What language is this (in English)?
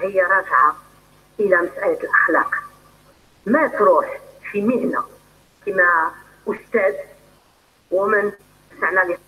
Algerian Arabic